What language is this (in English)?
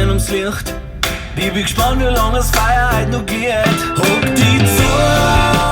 Bavarian